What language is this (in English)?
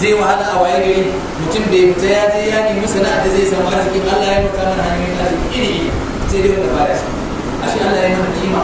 Hausa